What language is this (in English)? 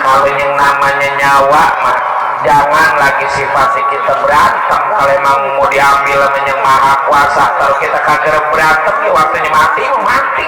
Betawi